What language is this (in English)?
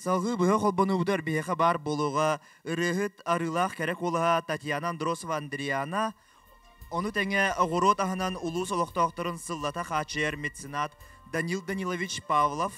Yakut